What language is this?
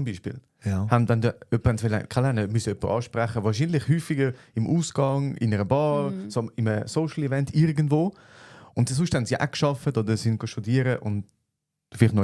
Swiss German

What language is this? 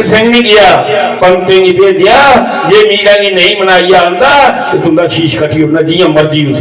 Dogri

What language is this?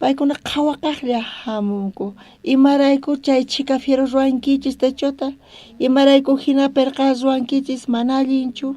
South Bolivian Quechua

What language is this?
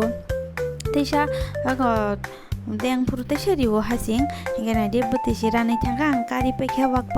Kok Borok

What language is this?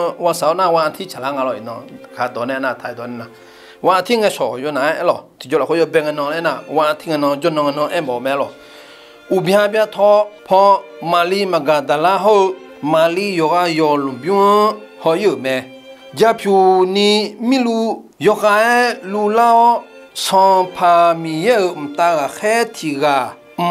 Akha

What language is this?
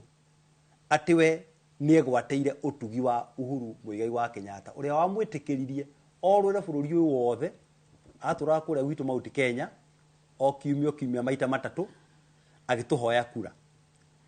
Kikuyu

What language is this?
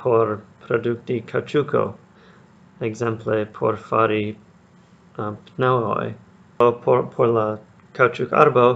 Esperanto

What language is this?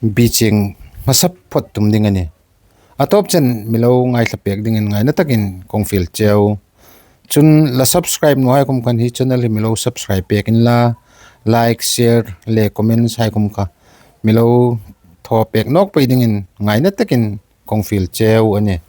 Hmar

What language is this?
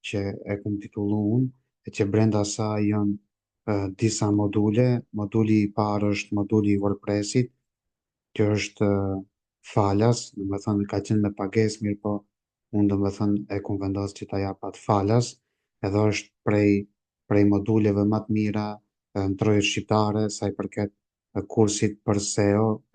Albanian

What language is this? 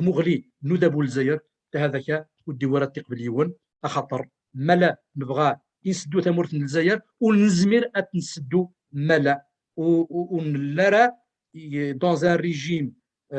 Kabyle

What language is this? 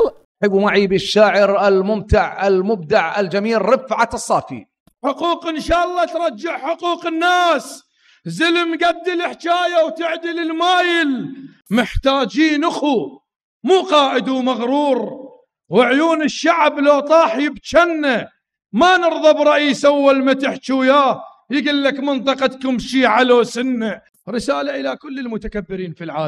Mesopotamian Arabic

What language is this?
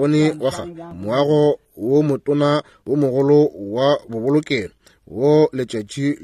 Northern Sotho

